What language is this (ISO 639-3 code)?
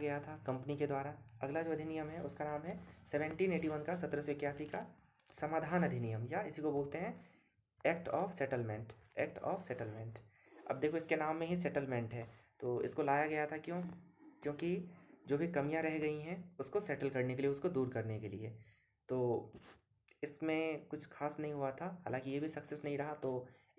hin